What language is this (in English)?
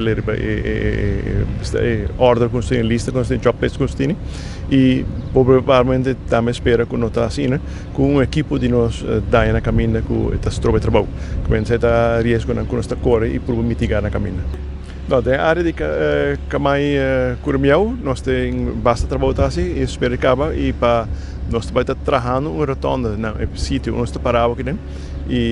Papiamento